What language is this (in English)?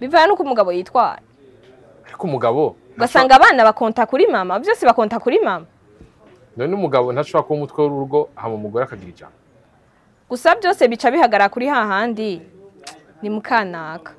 Rundi